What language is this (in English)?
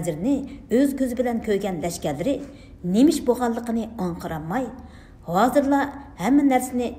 Uyghur